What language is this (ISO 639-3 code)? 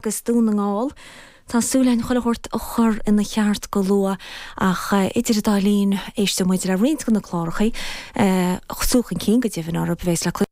gle